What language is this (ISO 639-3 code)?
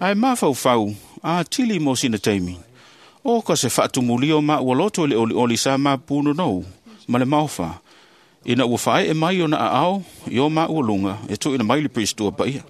smo